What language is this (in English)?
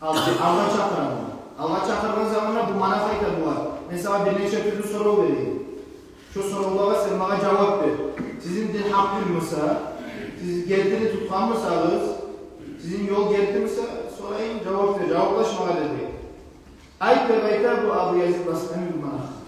Kumyk